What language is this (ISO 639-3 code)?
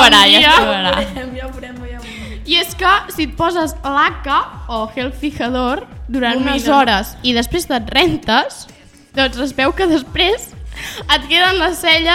cat